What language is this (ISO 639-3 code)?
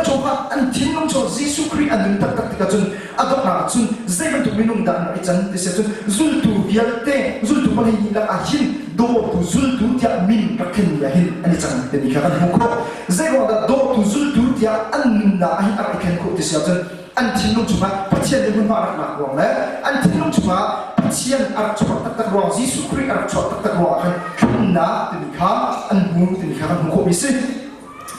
cnh